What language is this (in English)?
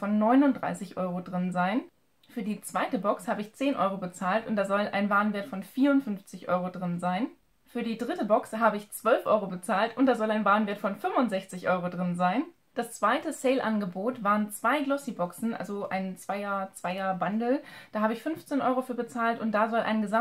German